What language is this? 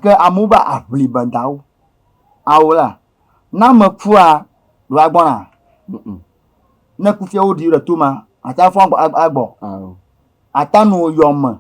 Ewe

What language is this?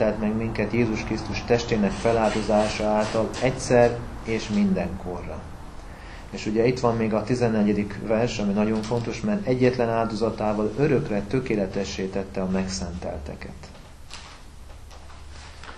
Hungarian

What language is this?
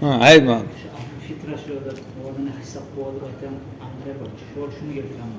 Kumyk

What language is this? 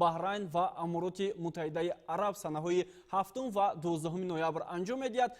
Tajik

